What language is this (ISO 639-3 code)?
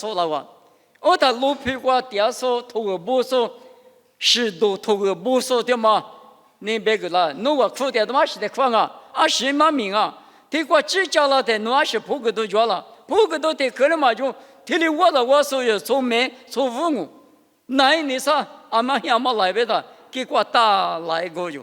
lis